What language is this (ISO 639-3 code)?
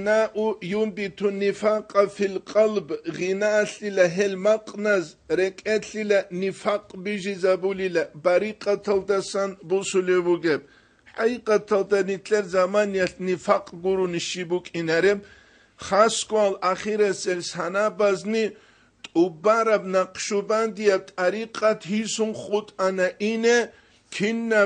ava